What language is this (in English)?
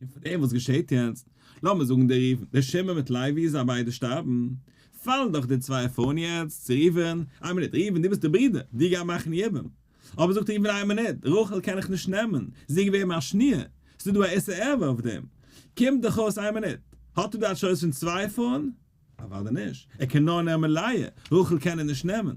Yiddish